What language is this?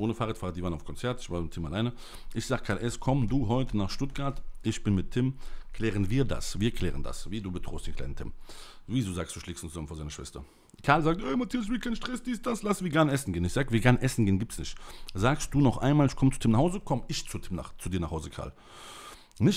German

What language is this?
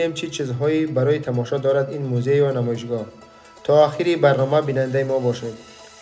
Tajik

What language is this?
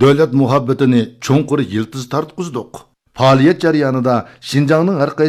Uyghur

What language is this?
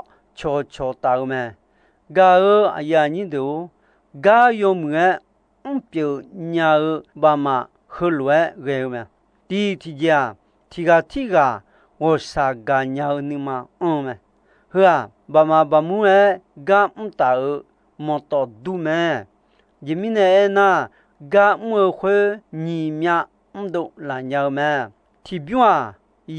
Akha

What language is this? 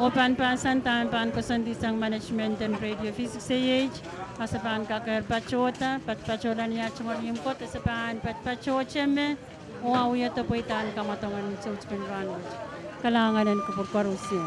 Pohnpeian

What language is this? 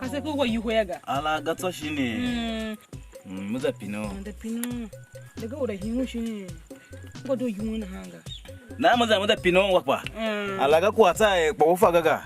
Tiv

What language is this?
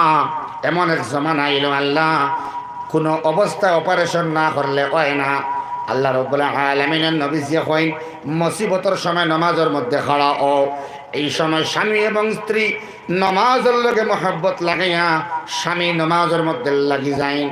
Sylheti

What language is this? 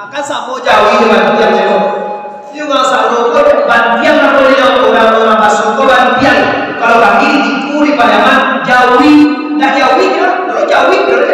Minangkabau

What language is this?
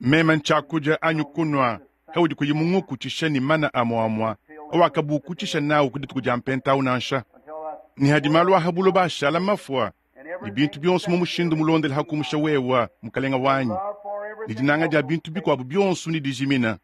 Luba-Lulua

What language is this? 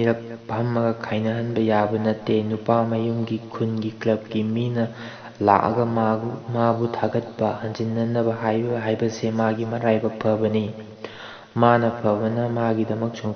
Manipuri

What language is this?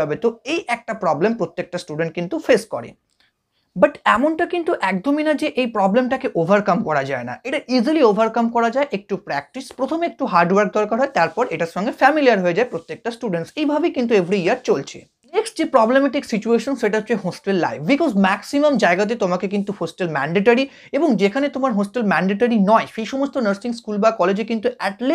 Bangla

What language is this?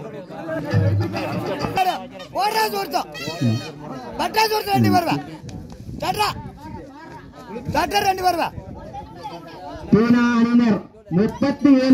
Tamil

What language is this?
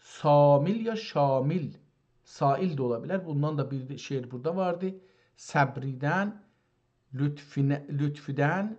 South Azerbaijani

